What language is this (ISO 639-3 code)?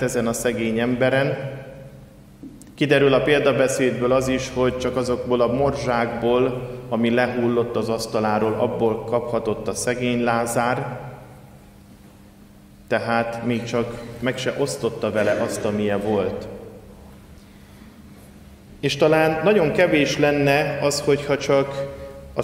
hun